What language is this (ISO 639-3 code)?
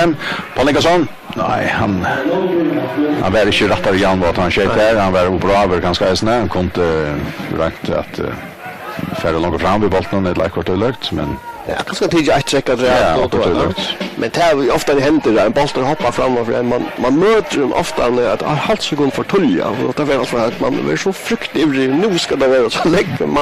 fao